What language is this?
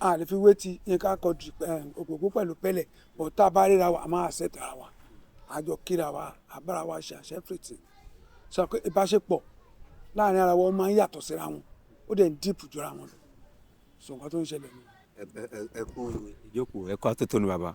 Yoruba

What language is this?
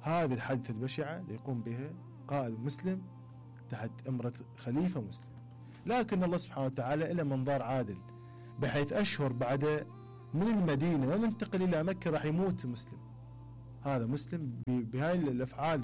Mesopotamian Arabic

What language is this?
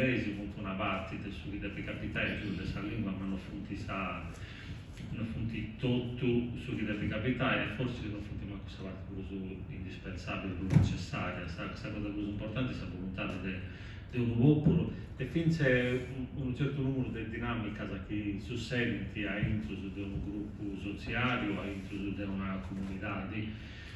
Sardinian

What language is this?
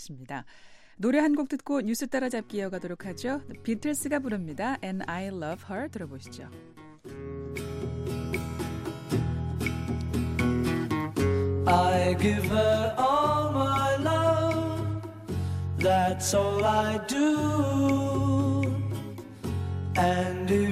Korean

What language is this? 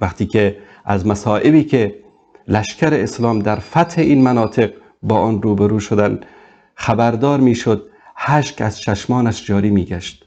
Persian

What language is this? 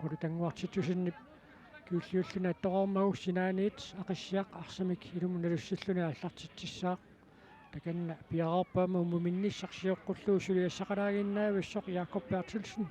Kalaallisut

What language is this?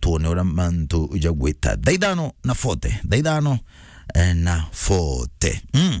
Meru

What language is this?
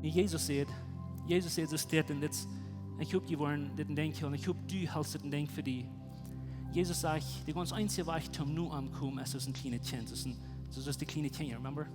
Plautdietsch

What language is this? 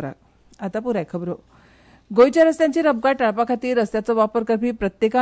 Konkani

